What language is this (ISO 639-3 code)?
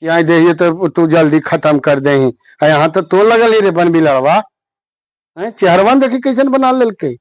mag